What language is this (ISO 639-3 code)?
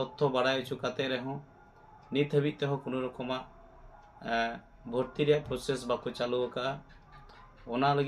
sat